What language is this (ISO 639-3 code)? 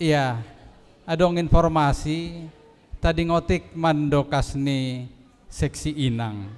bts